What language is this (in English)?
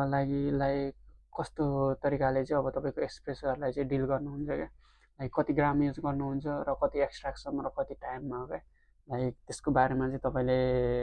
Nepali